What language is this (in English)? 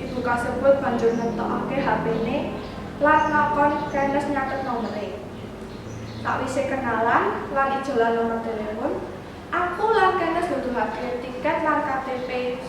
Javanese